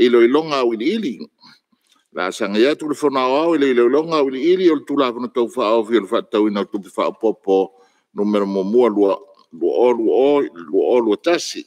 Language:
Samoan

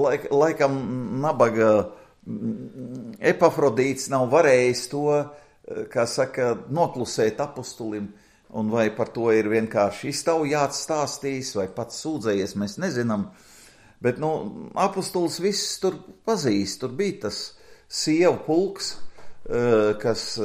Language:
Latvian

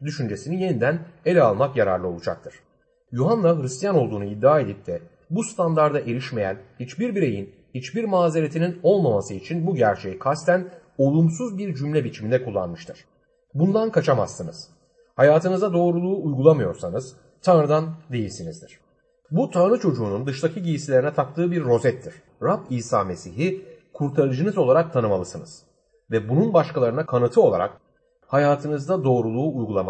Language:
Turkish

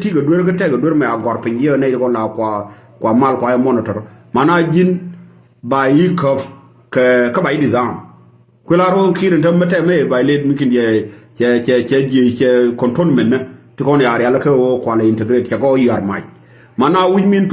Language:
Nuer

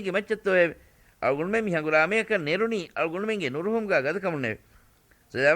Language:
Divehi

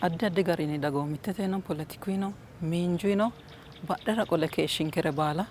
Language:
Sidamo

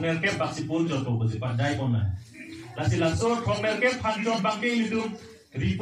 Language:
Karbi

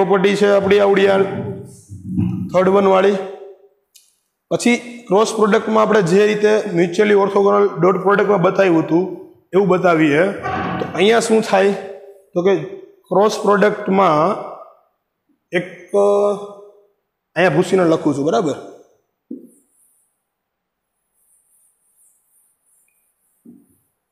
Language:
Gujarati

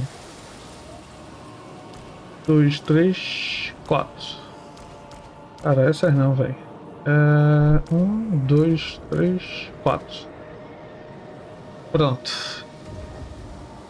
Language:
Portuguese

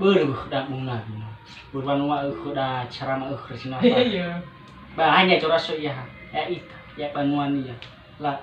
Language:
Nias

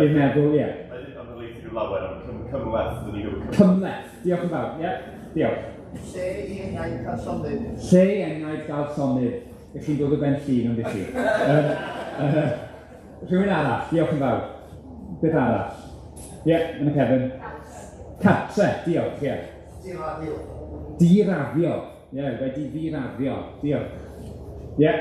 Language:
Welsh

